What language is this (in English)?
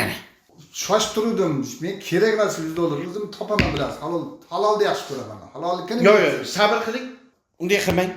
Uzbek